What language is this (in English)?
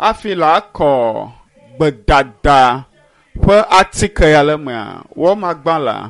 Ewe